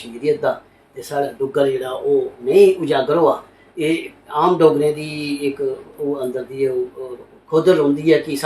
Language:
Dogri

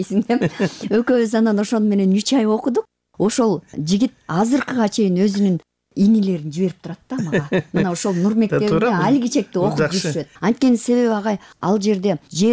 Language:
Kyrgyz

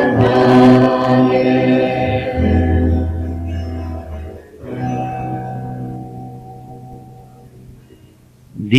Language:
Italian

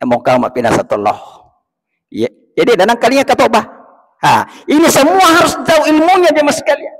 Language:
Buginese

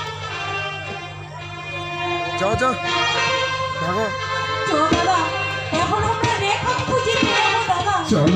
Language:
Bangla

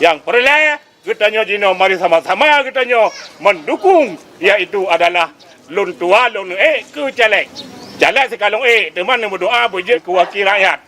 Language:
Achinese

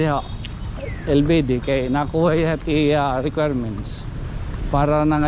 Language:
Waray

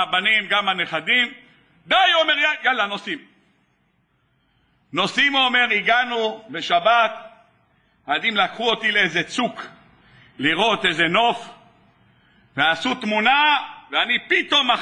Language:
Hebrew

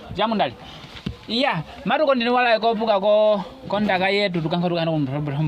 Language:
Nyaneka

